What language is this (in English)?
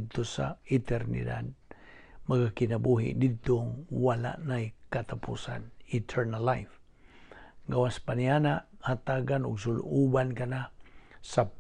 Cebuano